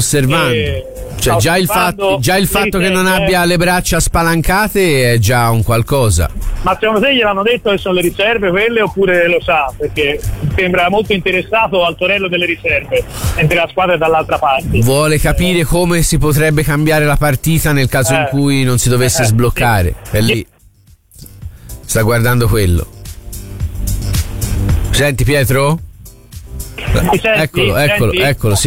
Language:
Italian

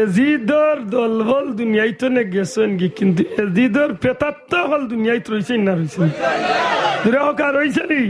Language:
Sylheti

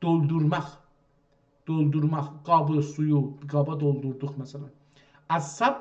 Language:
South Azerbaijani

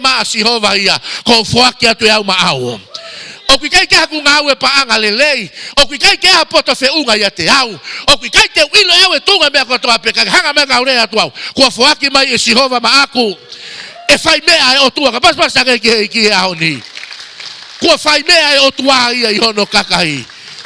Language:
Tongan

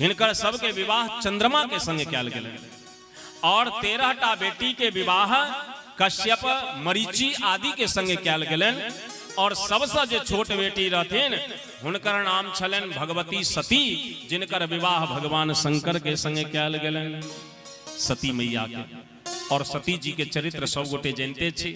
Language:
Maithili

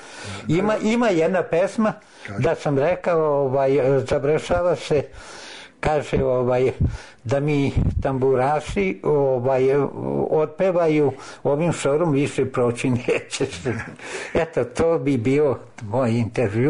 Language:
Serbian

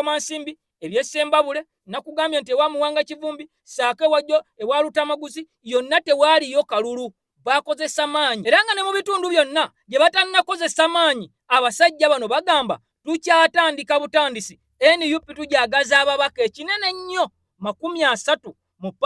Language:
Ganda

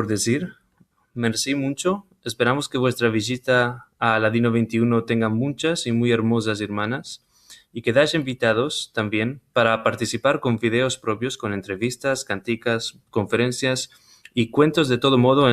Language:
Ladino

